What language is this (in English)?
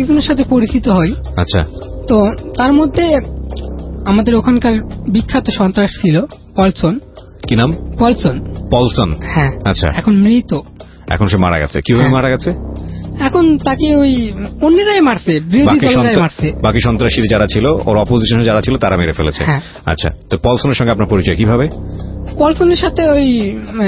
Bangla